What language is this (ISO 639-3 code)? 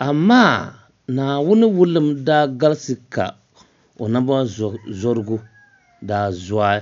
dag